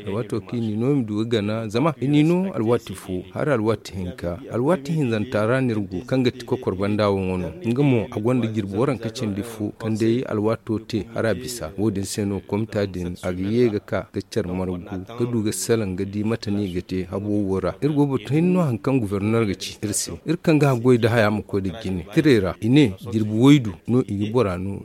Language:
Zarma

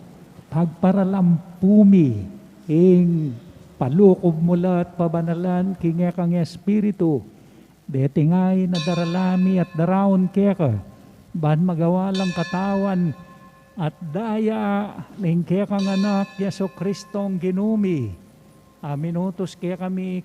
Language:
Pampanga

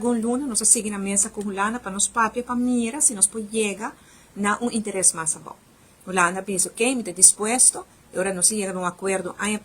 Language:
Papiamento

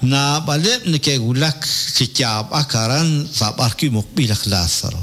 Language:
Kekchí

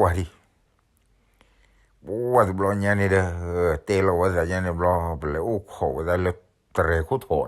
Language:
S'gaw Karen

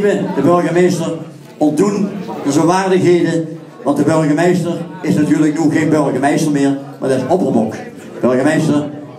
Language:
Limburgish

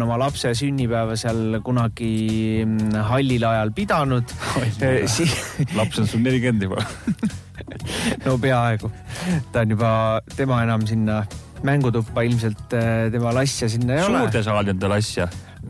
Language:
Estonian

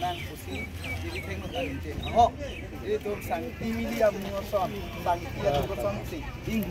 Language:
Karbi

